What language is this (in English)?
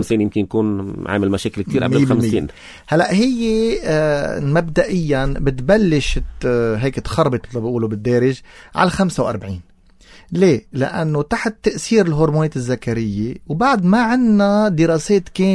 North Levantine Arabic